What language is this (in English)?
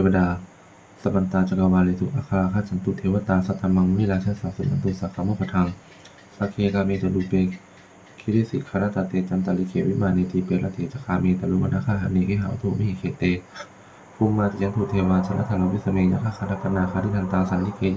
Pali